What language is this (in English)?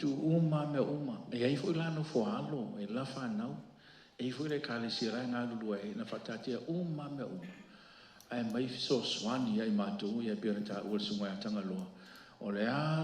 Samoan